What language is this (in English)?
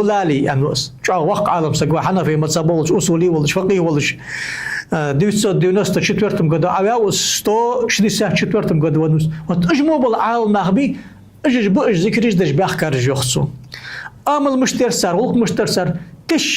Ingush